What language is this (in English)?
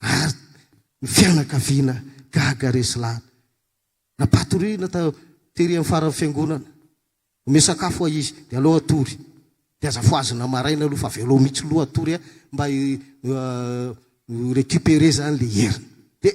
Malagasy